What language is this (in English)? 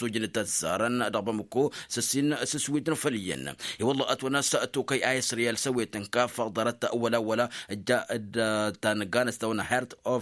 Tamasheq